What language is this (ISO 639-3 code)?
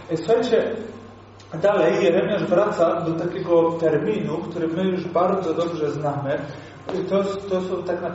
pol